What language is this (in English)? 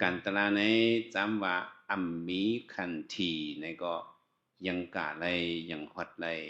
Shan